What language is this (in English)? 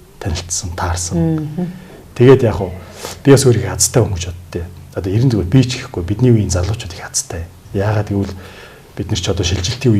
Mongolian